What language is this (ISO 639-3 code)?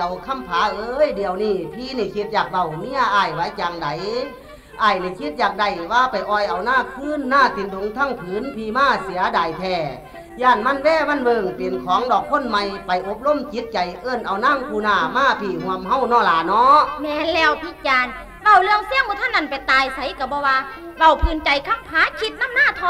tts